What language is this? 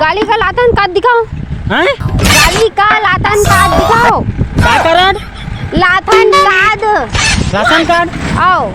Chhattisgarhi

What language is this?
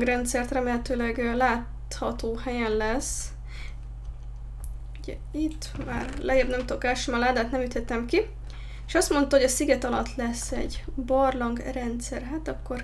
Hungarian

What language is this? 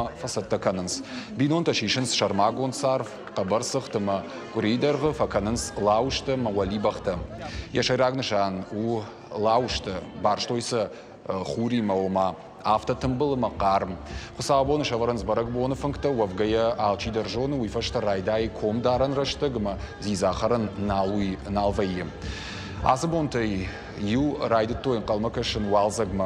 Ossetic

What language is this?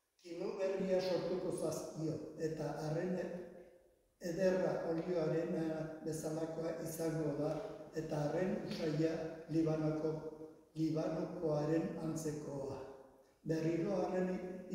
Basque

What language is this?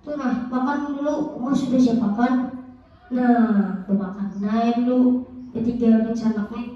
Banjar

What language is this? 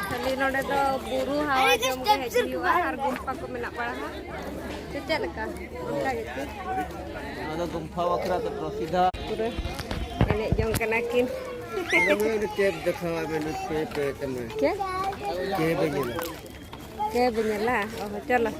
Santali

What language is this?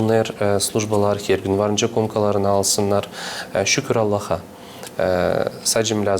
Gagauz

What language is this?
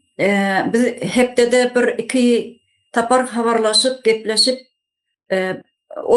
Turkmen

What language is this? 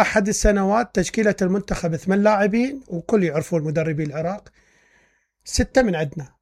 Mesopotamian Arabic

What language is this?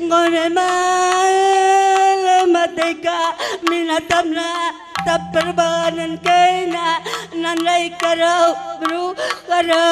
Batak Karo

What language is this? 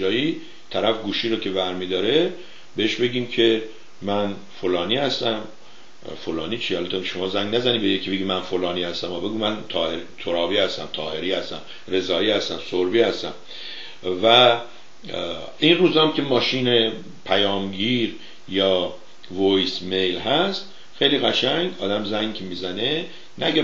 Persian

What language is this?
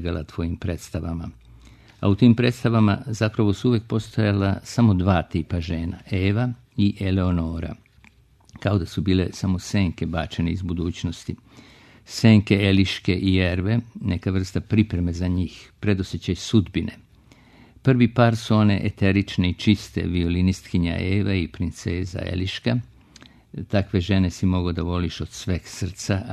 Serbian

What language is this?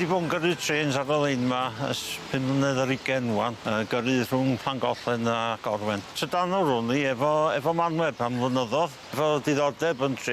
Welsh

